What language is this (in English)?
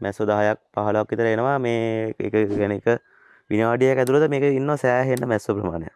Sinhala